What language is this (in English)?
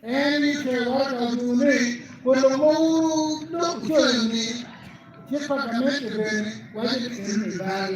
Acoli